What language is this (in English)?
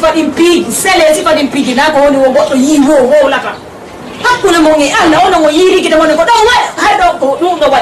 Fula